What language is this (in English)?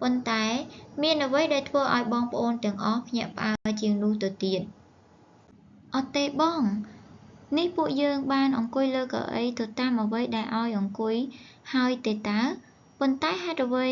Khmer